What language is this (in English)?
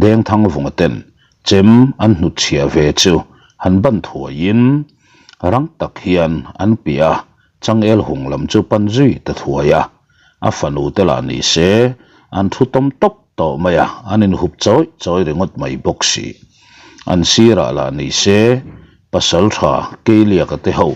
Mizo